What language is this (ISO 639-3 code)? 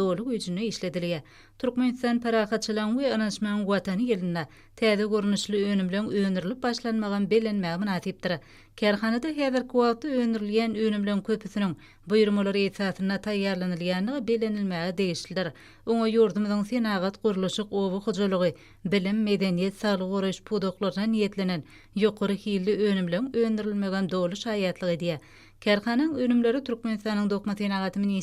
tuk